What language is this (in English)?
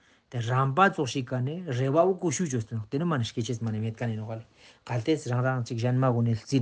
Ladakhi